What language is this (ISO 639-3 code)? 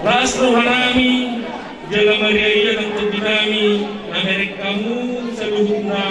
bbc